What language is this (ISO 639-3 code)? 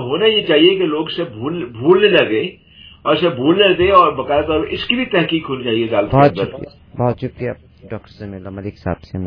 urd